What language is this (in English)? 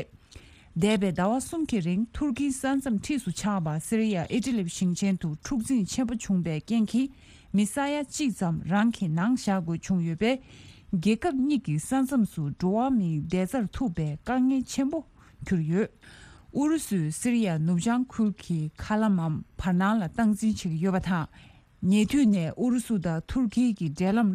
Tibetan